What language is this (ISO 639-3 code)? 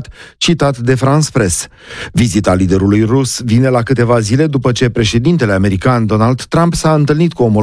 ron